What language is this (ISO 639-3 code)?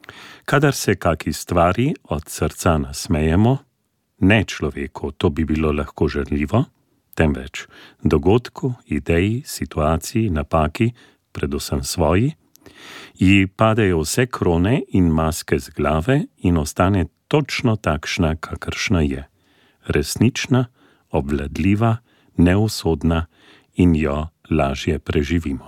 slv